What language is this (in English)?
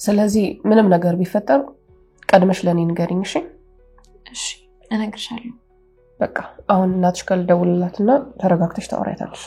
Amharic